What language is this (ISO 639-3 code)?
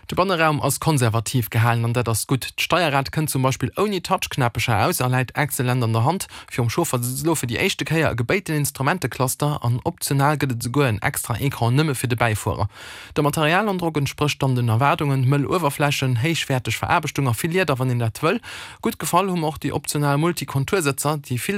ltz